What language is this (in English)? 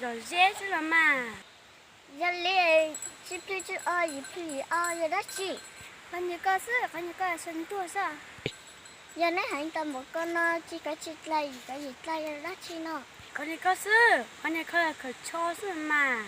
Hmong